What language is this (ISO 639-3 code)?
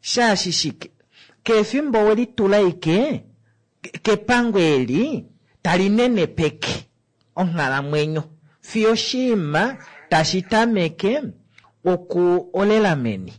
kua